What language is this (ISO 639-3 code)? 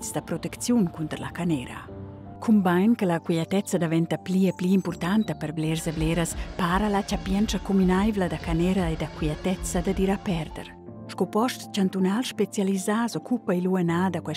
roh